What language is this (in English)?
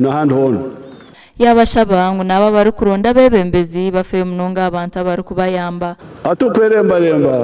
Nyankole